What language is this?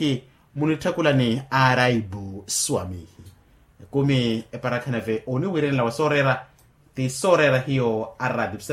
Makhuwa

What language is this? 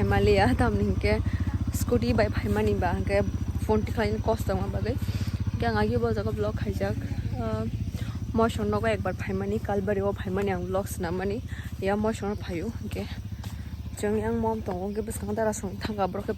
Kok Borok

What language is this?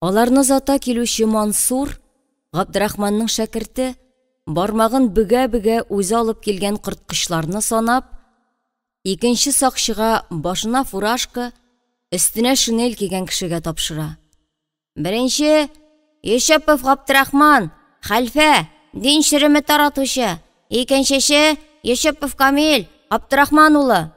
Tatar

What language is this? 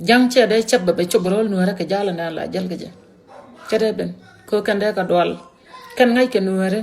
Nuer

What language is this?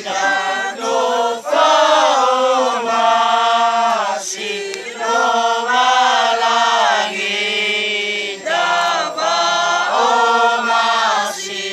Nias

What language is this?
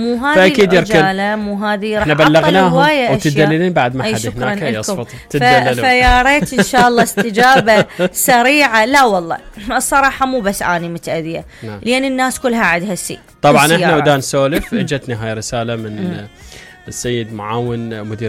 Mesopotamian Arabic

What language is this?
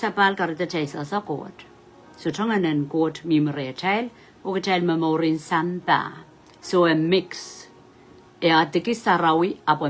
Pohnpeian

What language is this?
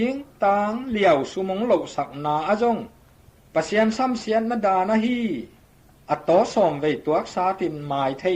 Tedim Chin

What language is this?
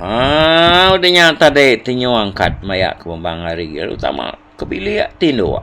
Iban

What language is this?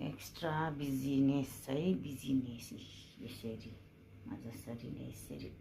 Nepali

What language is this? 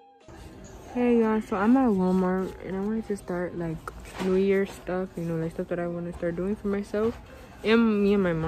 English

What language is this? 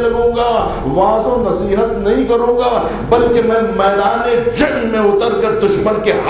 Urdu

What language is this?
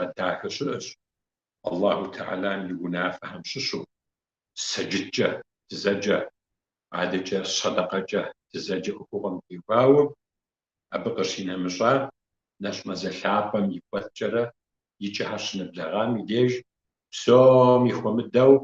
Kabardian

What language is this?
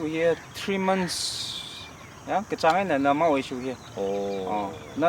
Tangkhul Naga (India)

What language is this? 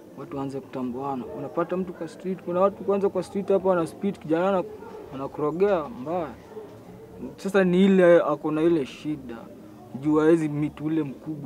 Swahili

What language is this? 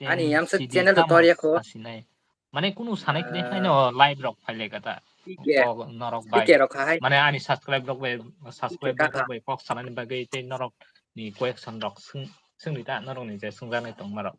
Kok Borok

